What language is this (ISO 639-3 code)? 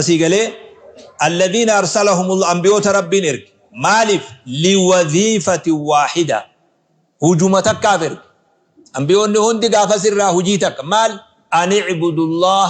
orm